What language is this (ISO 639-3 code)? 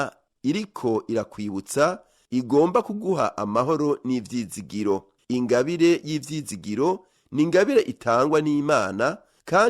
run